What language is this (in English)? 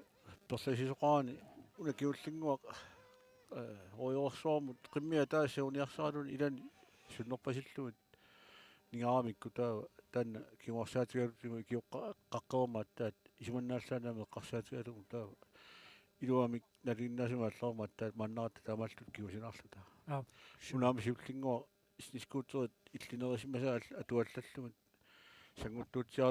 Kalaallisut